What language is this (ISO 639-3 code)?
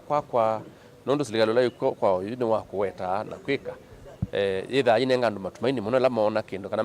kam